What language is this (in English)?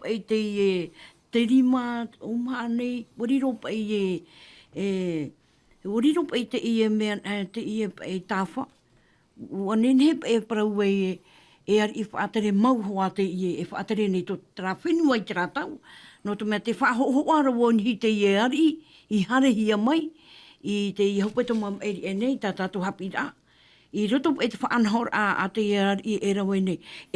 Tahitian